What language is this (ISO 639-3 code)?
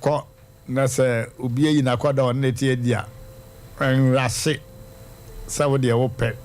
aka